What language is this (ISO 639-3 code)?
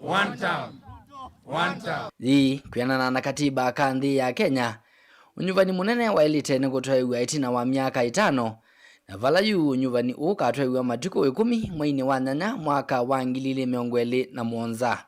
kam